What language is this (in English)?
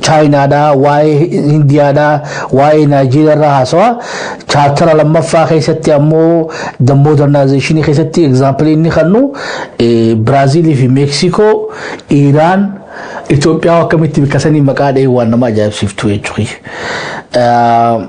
Oromo